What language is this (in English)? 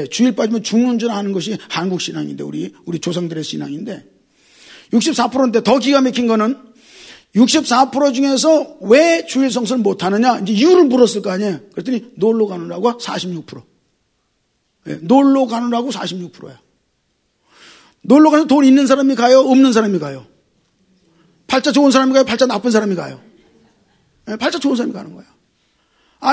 Korean